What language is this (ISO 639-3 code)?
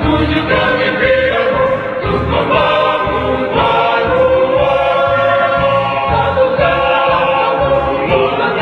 bjn